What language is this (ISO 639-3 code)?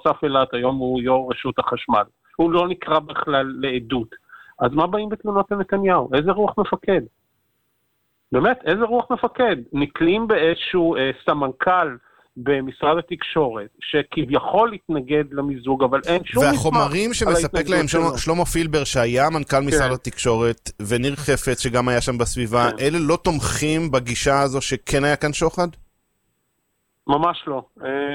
heb